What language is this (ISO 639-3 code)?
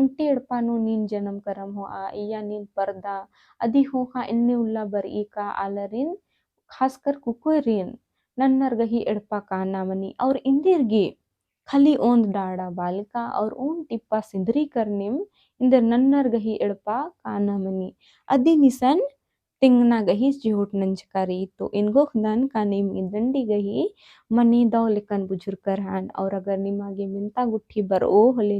kru